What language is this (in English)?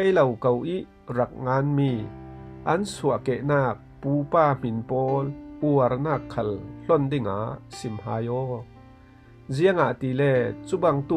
Falam Chin